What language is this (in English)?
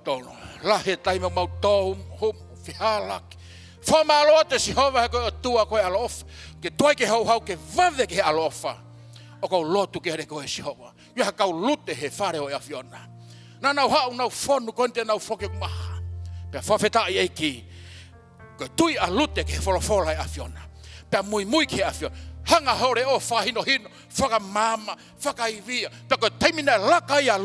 Tongan